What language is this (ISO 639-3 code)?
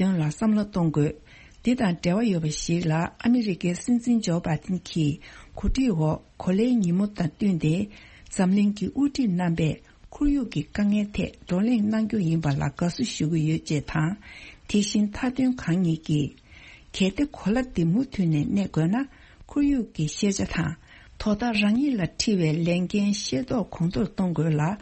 bod